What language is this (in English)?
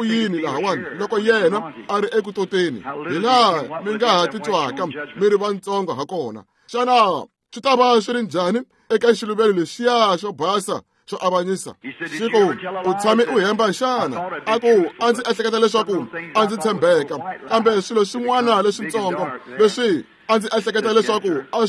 Tsonga